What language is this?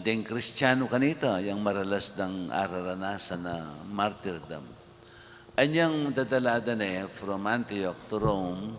Pampanga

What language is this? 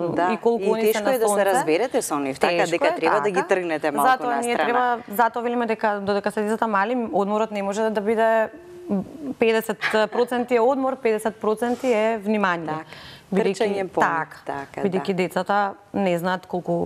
Macedonian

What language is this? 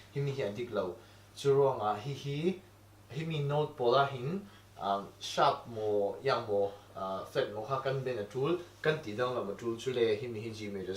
Falam Chin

